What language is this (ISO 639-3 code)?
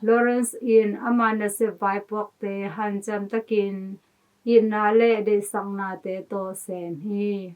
ctd